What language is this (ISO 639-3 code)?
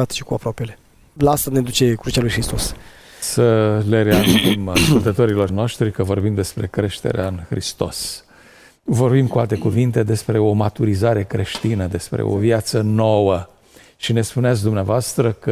ron